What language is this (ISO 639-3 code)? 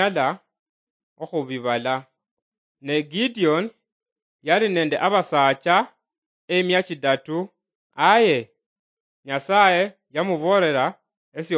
luy